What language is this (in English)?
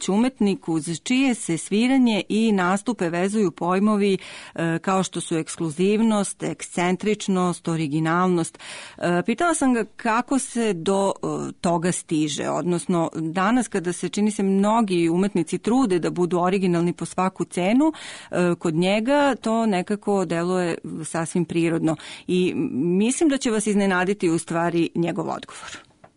Serbian